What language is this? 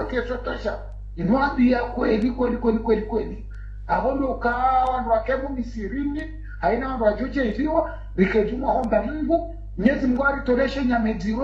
Swahili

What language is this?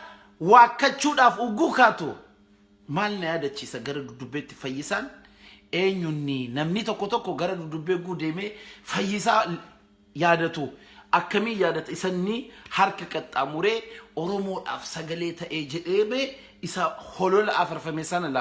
Oromo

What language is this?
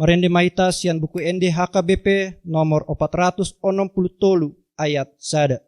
Batak Toba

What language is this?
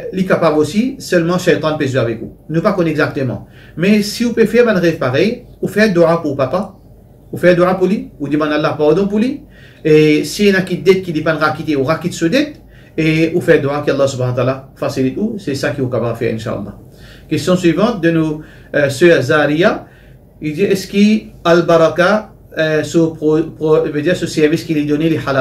Morisyen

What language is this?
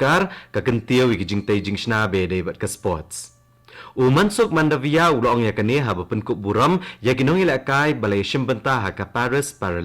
Khasi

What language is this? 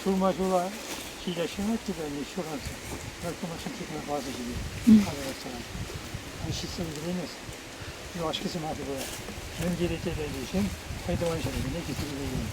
Chuvash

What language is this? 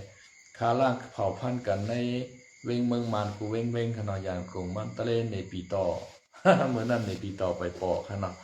Shan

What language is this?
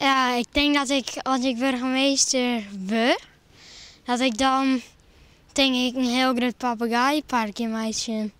Western Frisian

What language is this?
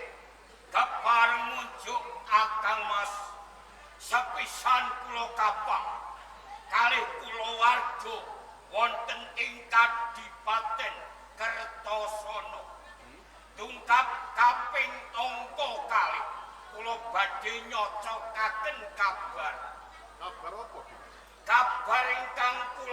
Javanese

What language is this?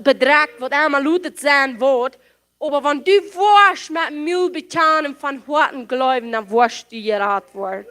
Plautdietsch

